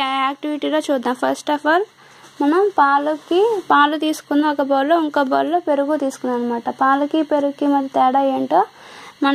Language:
Telugu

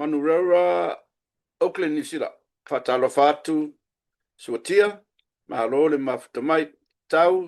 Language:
Samoan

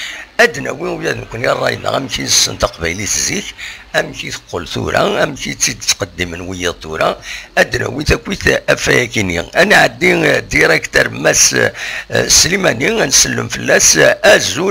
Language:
Kabyle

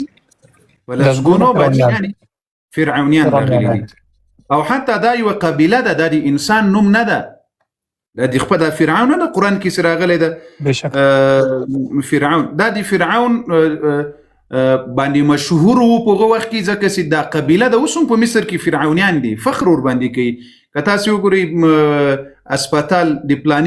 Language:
Pashto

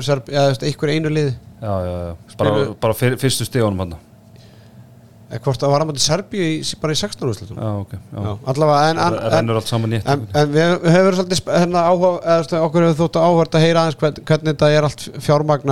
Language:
Icelandic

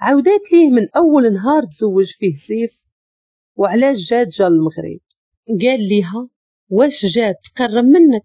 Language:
Moroccan Arabic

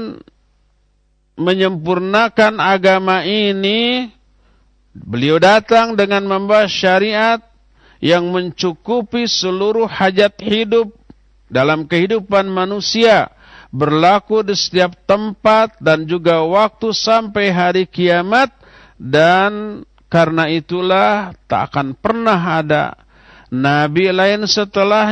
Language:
Indonesian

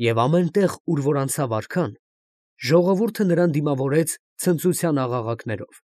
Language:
Armenian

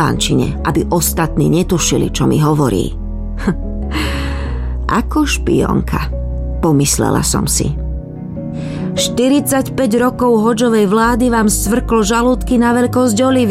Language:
Slovak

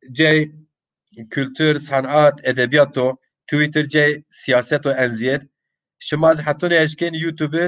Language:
Zaza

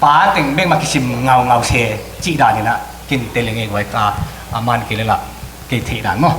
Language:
Tedim Chin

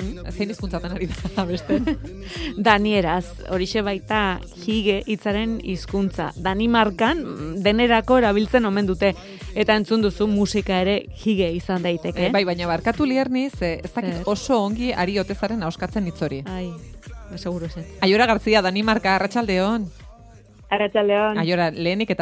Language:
Basque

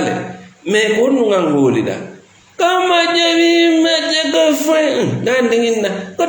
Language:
Fula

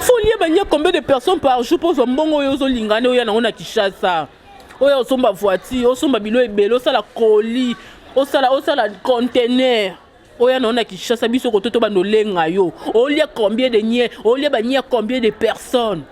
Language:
Lingala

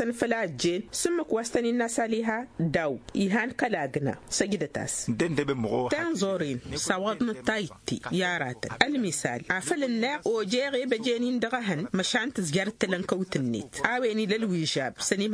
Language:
Tamasheq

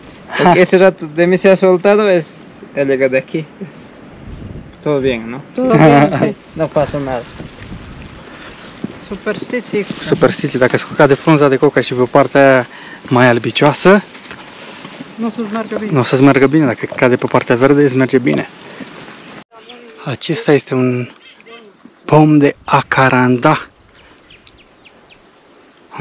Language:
Romanian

